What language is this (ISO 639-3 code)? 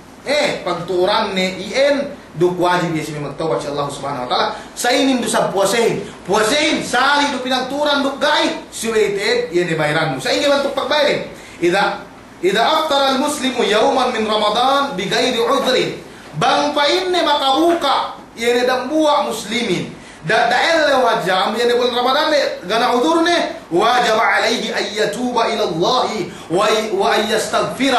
yka